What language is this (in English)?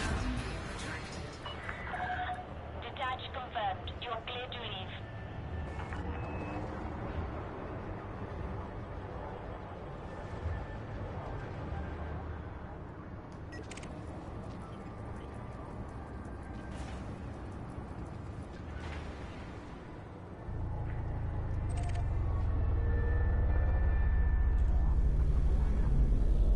English